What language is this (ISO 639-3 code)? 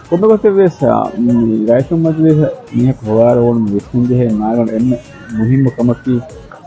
div